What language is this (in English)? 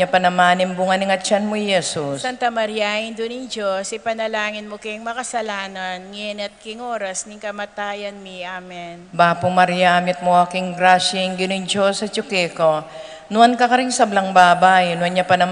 Pampanga